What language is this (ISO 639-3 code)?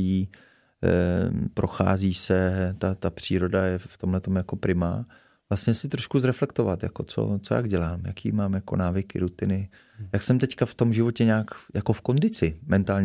ces